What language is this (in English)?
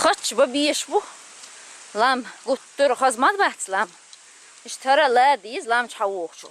Chechen